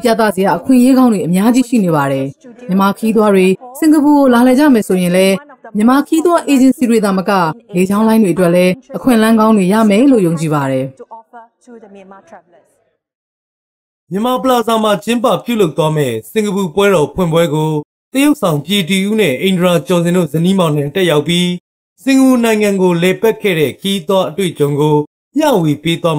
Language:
Burmese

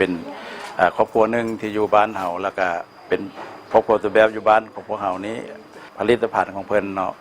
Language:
Lao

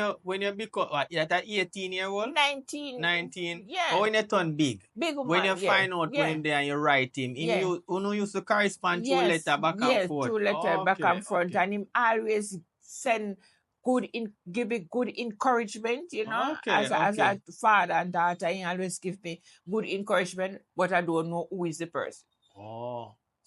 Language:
Jamaican Creole English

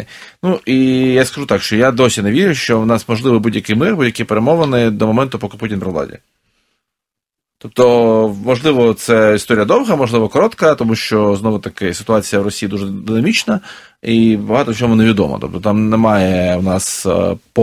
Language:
Ukrainian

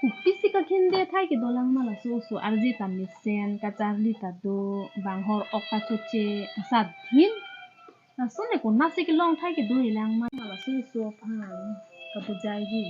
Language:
Karbi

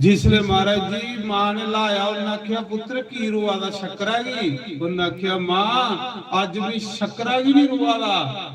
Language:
Dogri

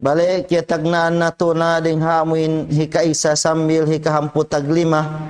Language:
Tausug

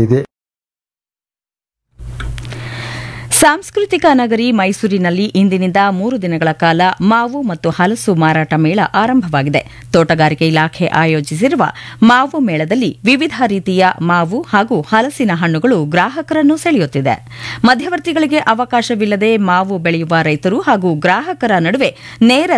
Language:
Kannada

